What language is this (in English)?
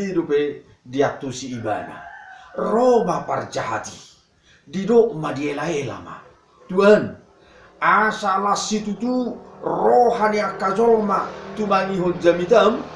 Batak Toba